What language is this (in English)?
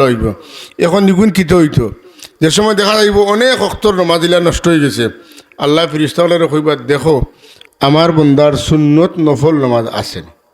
Sylheti